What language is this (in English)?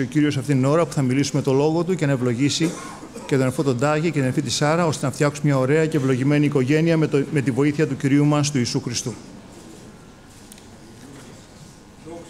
Greek